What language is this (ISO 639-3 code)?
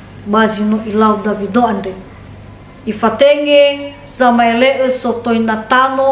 nia